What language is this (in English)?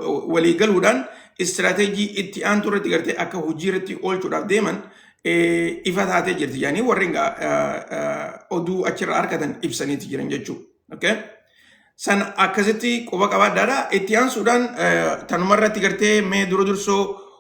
Oromo